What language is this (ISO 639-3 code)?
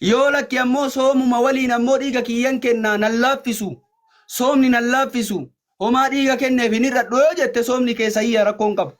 orm